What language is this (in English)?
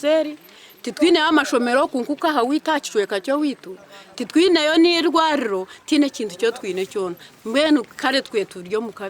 Nyankole